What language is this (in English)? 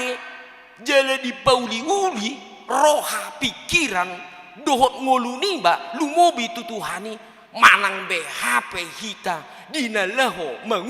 Batak Toba